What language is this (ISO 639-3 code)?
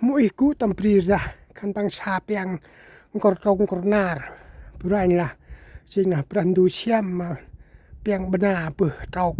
cmo